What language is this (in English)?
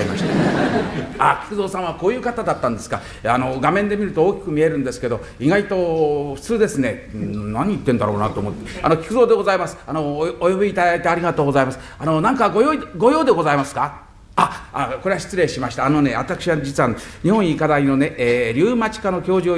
Japanese